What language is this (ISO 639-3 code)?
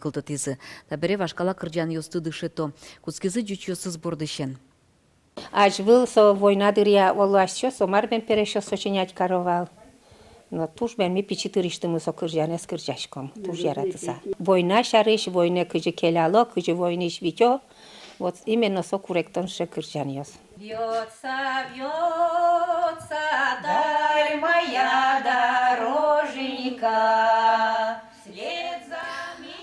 udm